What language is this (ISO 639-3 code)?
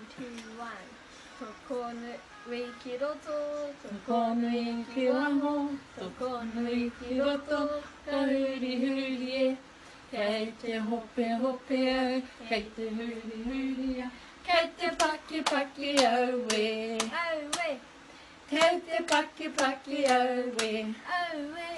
mri